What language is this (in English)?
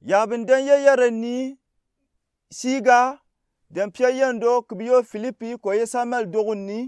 Gourmanchéma